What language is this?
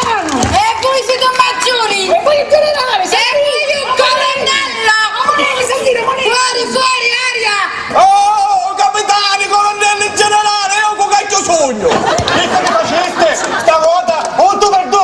Sicilian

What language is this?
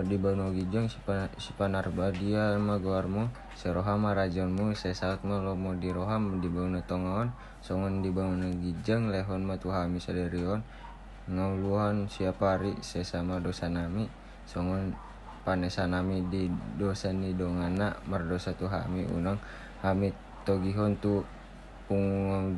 Batak Toba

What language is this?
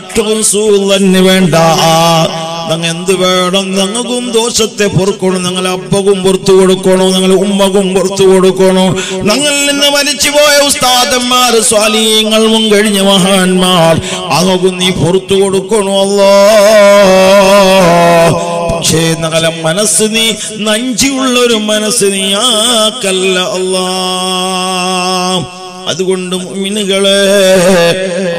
Malayalam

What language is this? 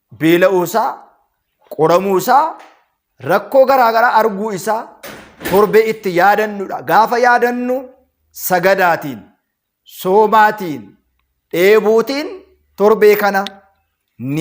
Oromo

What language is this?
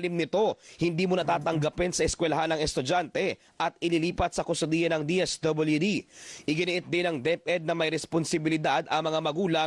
Filipino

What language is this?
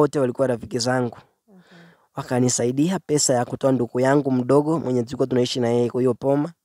Swahili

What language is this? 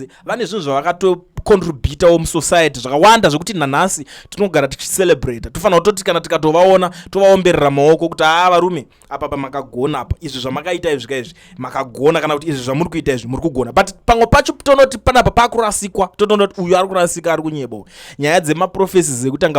Shona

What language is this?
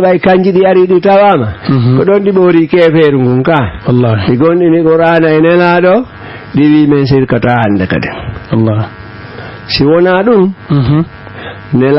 Fula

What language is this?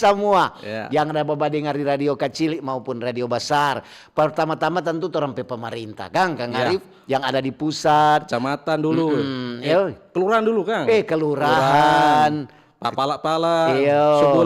Manado Malay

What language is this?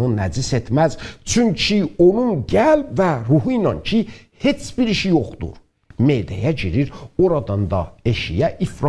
South Azerbaijani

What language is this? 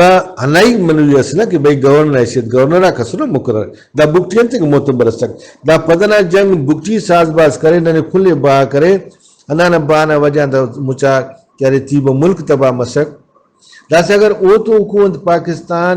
Brahui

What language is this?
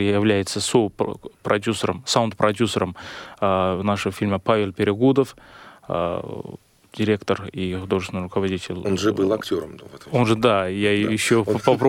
Russian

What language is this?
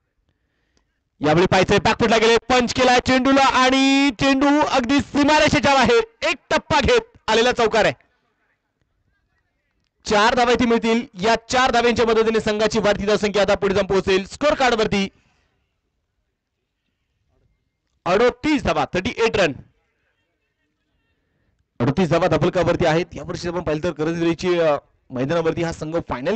Marathi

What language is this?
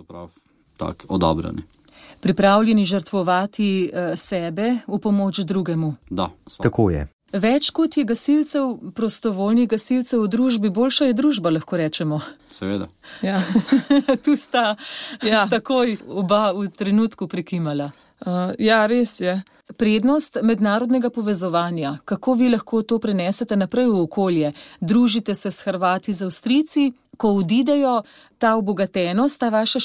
Slovenian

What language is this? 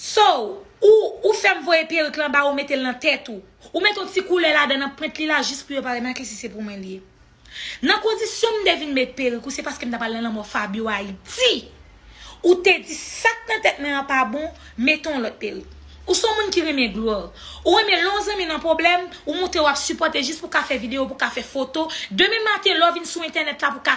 Haitian Creole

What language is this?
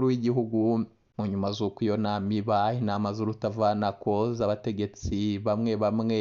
Rundi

